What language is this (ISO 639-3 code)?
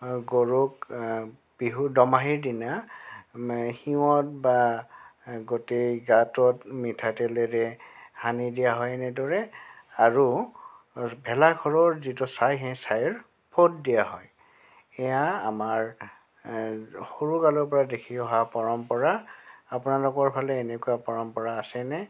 asm